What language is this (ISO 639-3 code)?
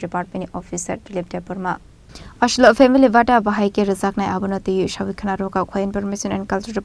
trp